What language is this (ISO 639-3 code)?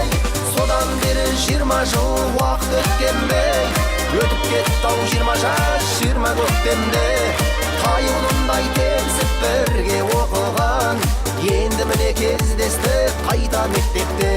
kaa